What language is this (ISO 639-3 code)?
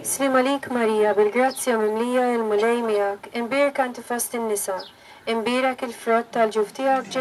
mlt